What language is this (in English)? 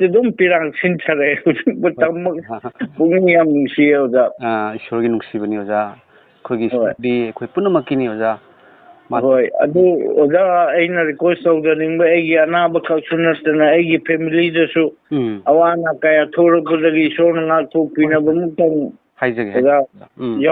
Manipuri